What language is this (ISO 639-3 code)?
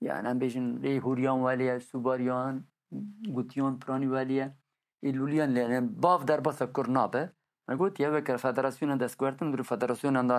kur